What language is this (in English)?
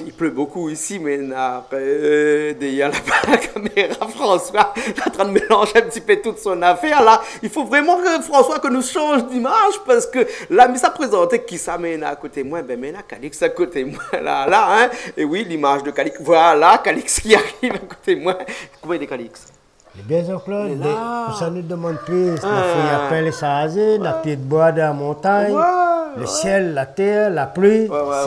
Réunion Creole French